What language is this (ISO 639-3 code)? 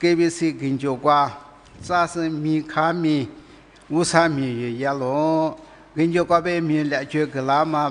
lis